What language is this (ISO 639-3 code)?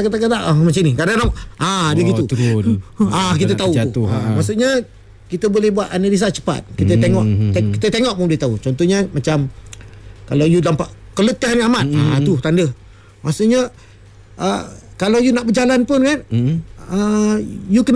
msa